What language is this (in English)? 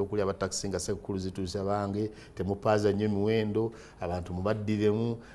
Ganda